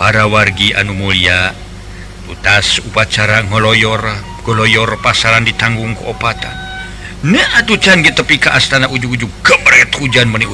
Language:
Sundanese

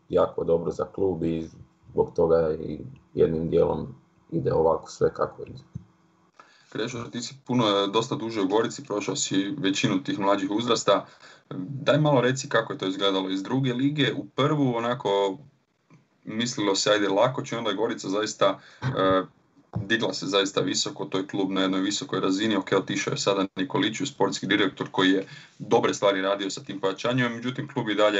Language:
Croatian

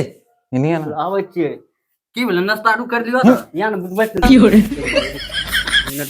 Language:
Maithili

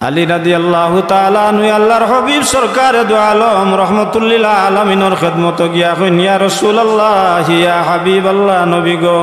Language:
Sylheti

